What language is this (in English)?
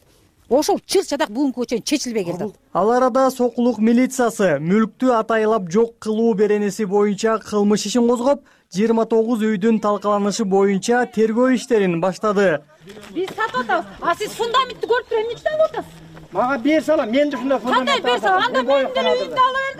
Kyrgyz